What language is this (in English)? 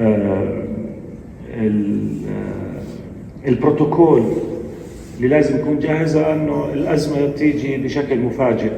North Levantine Arabic